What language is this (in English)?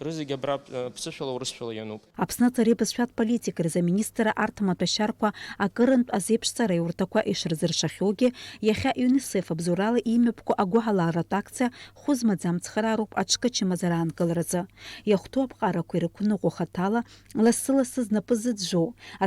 Abkhazian